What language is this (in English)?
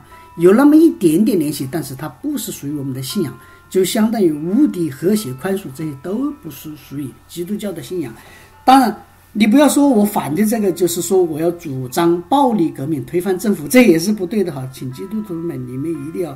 Chinese